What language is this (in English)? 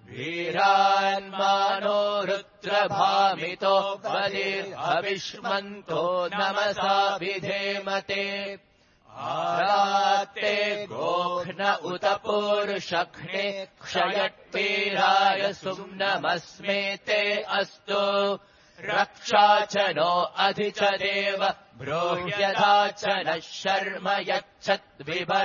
Sanskrit